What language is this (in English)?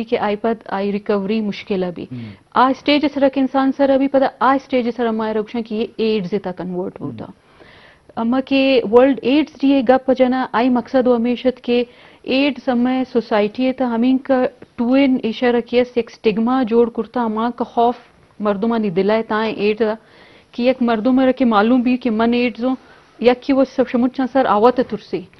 Eastern Balochi